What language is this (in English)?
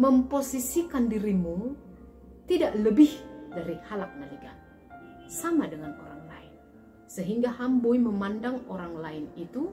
Batak Simalungun